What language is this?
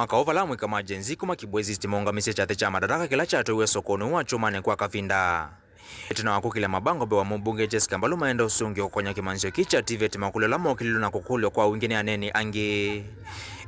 Kamba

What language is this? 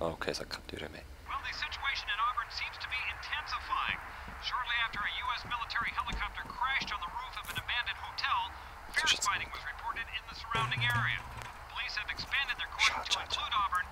Swiss German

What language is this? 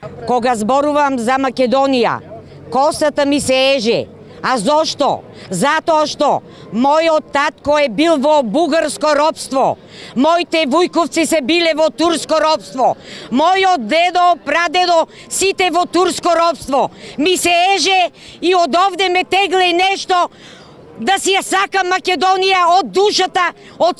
Macedonian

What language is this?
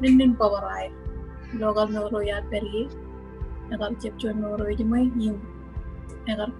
Marshallese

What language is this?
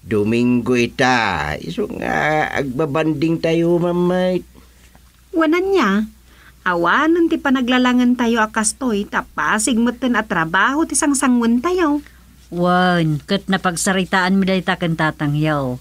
Iloko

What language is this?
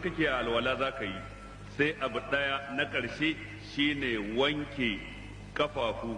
Hausa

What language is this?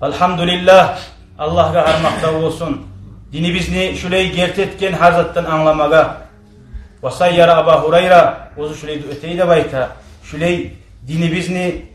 Kumyk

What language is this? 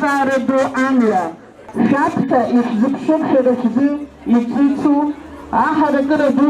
Abkhazian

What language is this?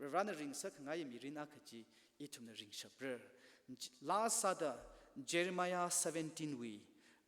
Tangkhul Naga (India)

